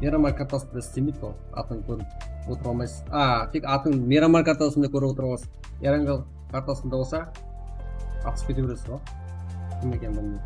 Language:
Kara-Kalpak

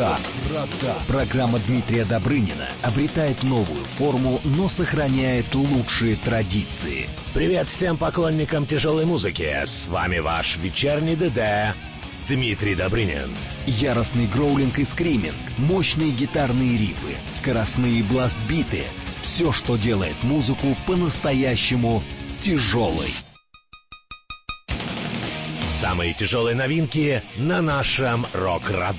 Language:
Russian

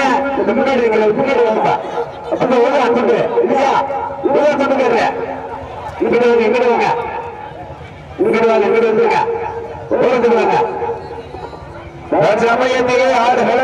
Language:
Tamil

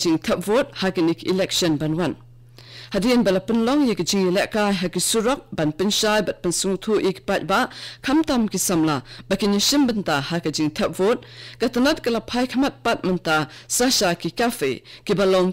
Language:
Khasi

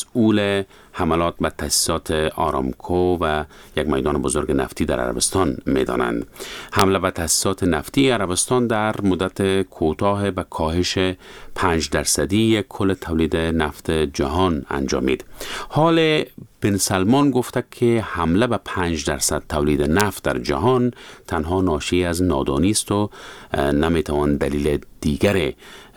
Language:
Persian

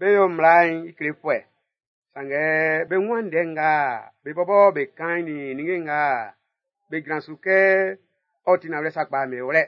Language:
Baoulé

